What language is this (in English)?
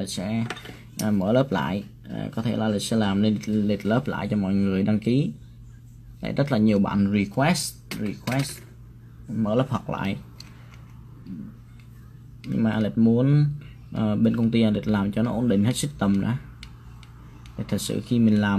Vietnamese